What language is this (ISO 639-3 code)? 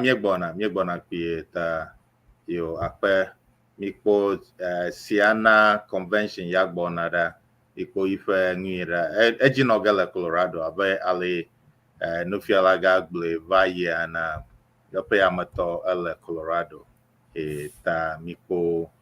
ewe